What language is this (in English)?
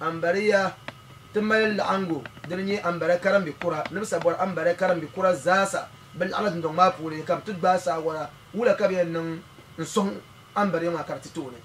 Dagbani